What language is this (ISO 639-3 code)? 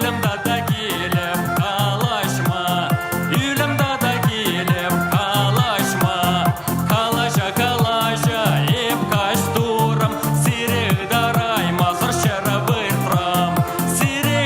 chv